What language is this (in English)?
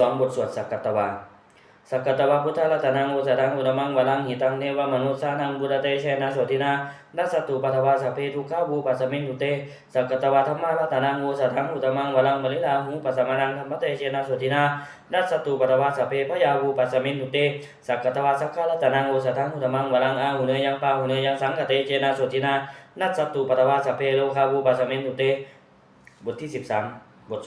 Pali